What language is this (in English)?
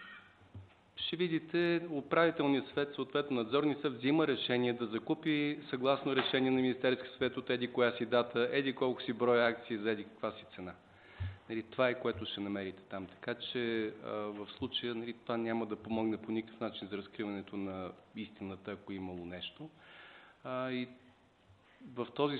Bulgarian